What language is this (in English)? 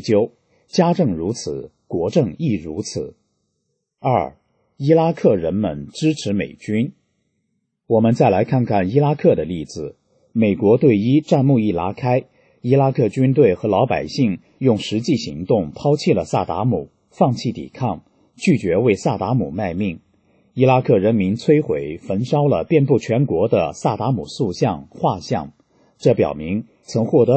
Chinese